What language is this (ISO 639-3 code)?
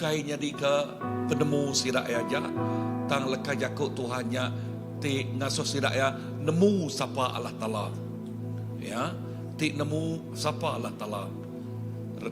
iba